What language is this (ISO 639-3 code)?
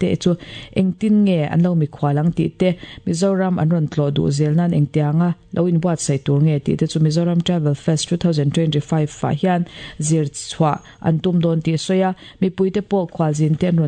lus